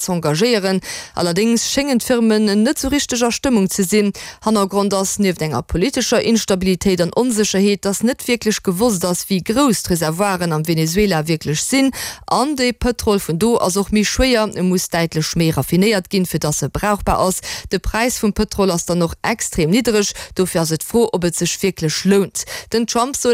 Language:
Luxembourgish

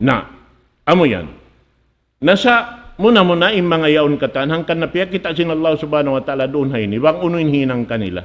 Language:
Tausug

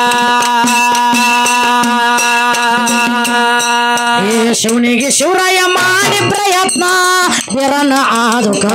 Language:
Kannada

